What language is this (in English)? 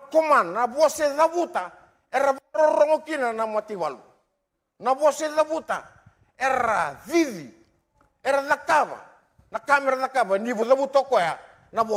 Fijian